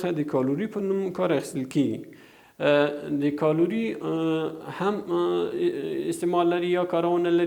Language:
Pashto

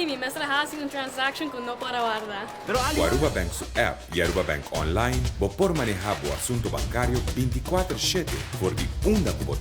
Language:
Papiamento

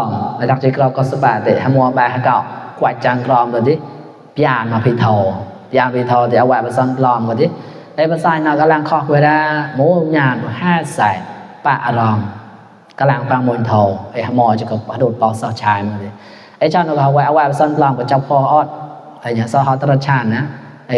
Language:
Mon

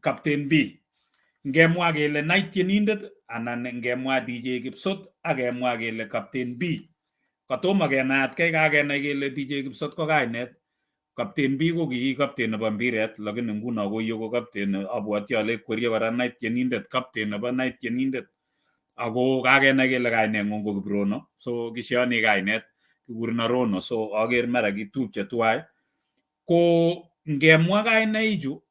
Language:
Kalenjin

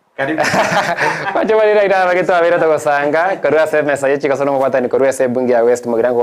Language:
Gusii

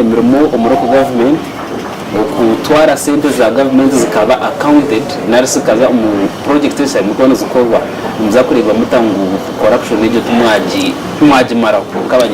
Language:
Nyankole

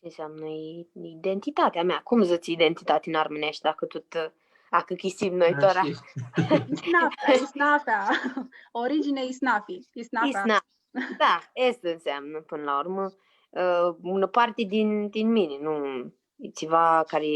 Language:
Aromanian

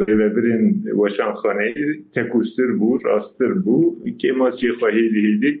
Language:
Kurdish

